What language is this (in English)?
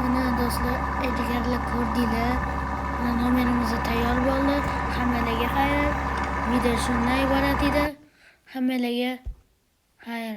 Uzbek